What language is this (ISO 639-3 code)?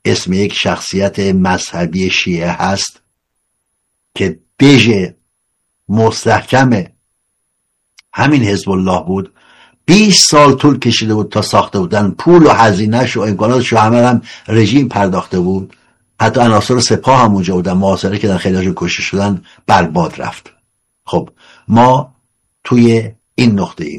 fas